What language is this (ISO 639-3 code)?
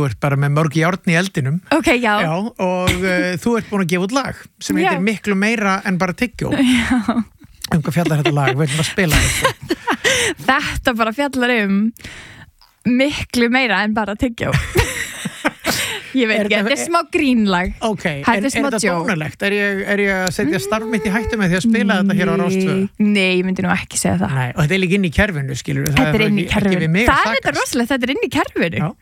isl